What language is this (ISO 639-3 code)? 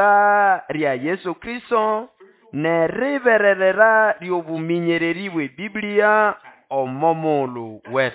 nnb